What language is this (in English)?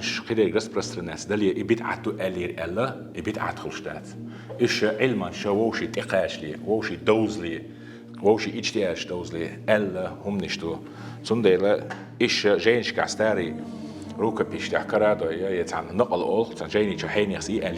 Chechen